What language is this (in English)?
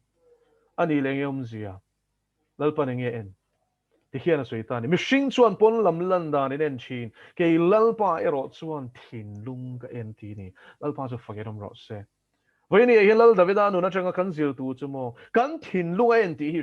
Mizo